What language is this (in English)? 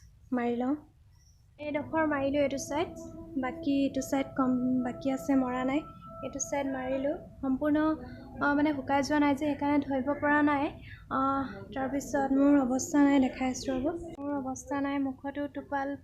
Assamese